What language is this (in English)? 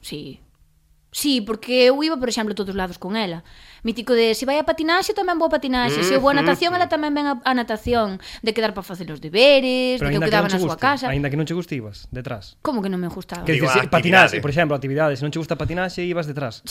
Galician